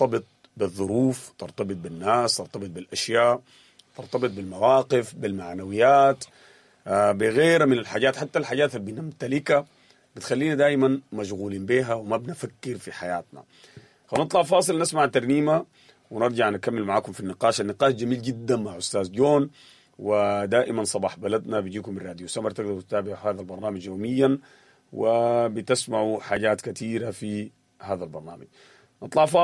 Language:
Sudanese Arabic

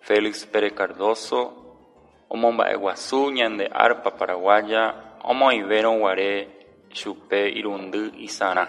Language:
Guarani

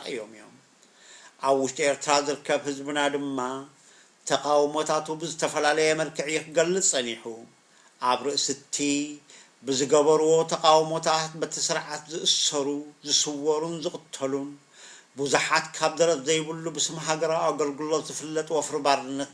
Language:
Tigrinya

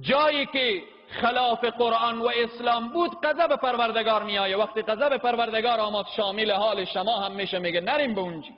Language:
Persian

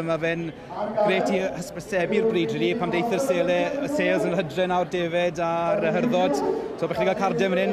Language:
Welsh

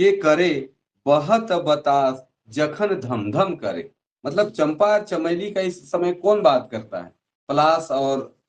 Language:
Sadri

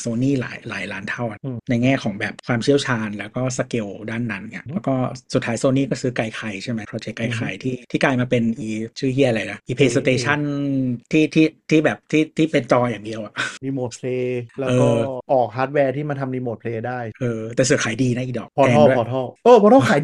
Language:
Thai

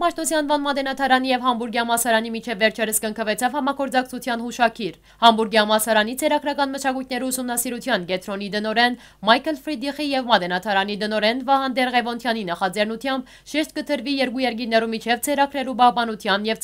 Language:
Western Armenian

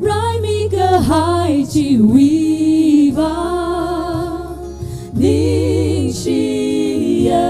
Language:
Tangkhul Naga (India)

